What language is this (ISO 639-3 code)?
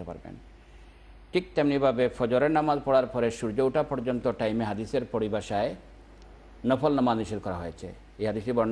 ben